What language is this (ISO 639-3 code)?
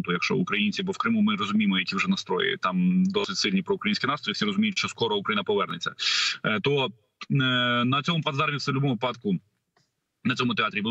ukr